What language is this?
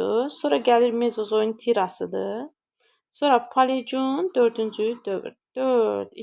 Azerbaijani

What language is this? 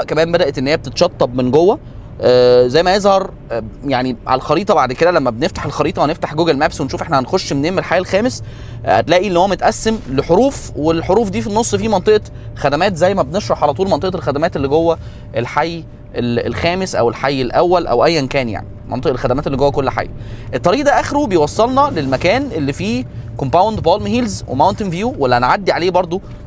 Egyptian Arabic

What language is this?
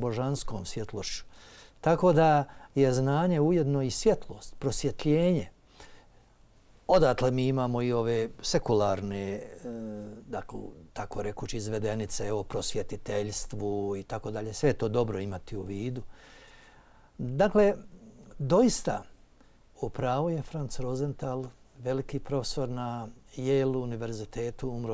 Bosnian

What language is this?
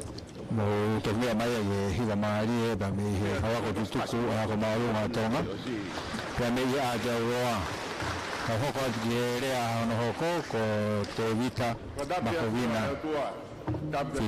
Tongan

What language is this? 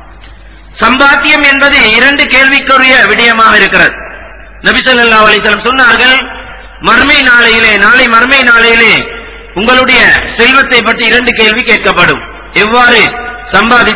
Tamil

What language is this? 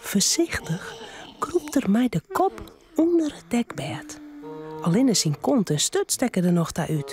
Western Frisian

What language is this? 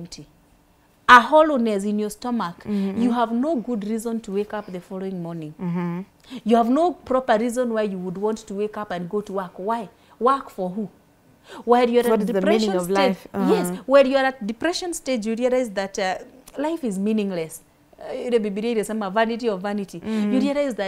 English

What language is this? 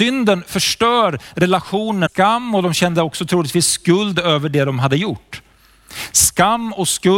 Swedish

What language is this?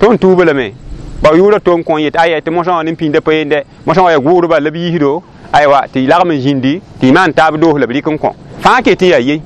Mossi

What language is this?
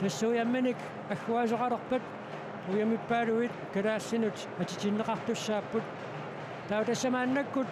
Kalaallisut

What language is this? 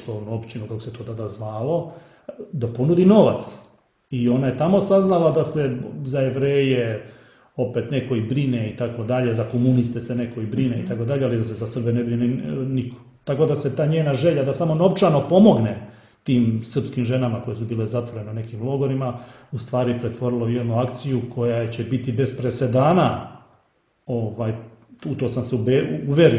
Serbian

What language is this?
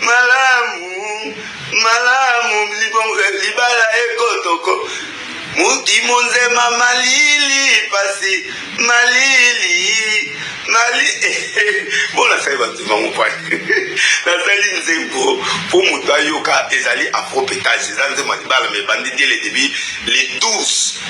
Lingala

